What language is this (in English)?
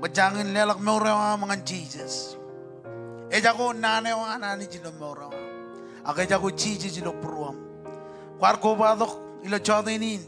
Marshallese